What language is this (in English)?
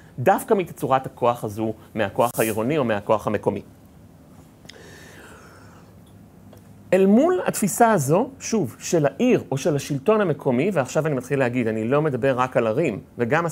Hebrew